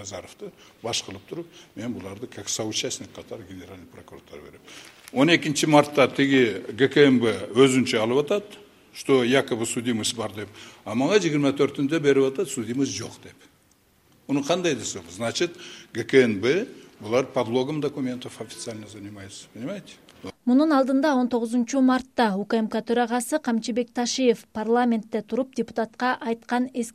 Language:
Kyrgyz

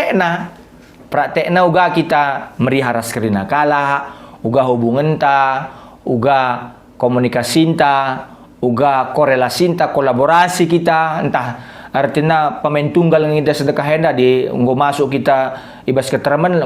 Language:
Batak Karo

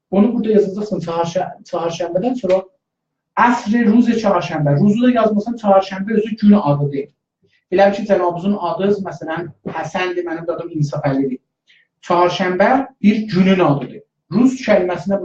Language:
South Azerbaijani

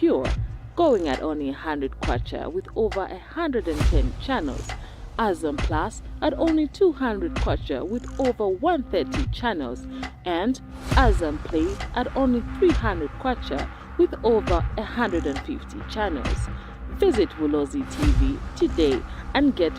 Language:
Lozi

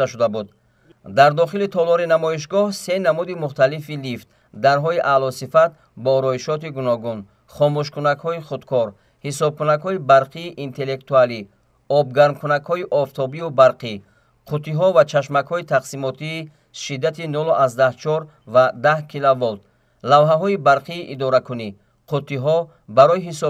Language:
Tajik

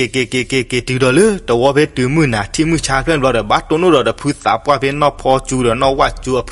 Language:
S'gaw Karen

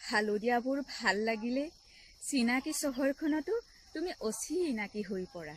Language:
Assamese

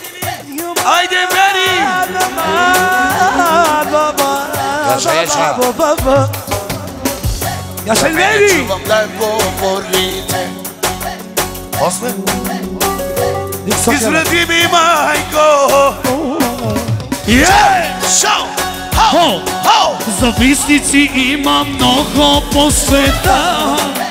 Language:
Bulgarian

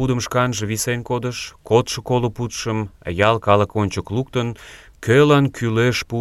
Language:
Mari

